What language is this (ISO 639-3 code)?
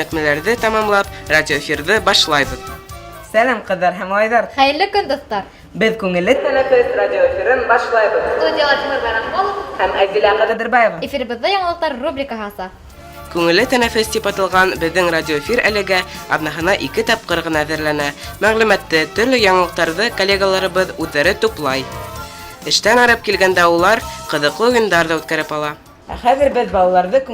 bak